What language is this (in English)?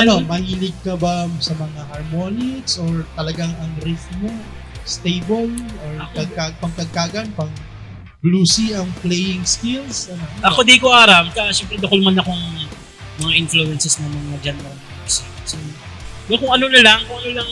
Bikol